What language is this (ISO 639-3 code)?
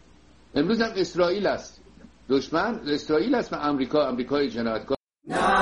fas